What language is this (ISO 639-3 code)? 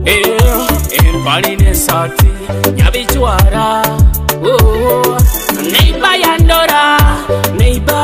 nyo